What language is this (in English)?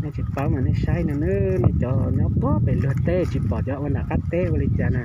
Hmong